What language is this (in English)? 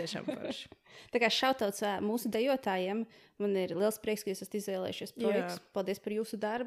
Latvian